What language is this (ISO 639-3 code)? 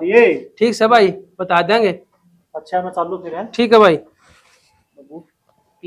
bgc